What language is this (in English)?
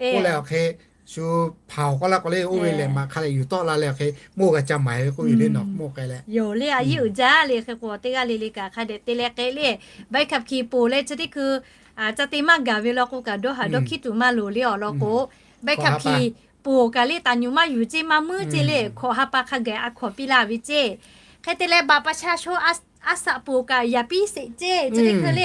Lahu